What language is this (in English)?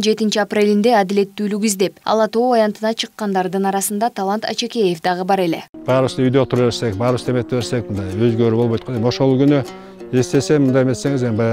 Kyrgyz